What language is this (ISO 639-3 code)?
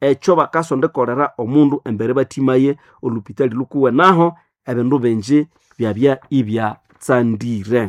nnb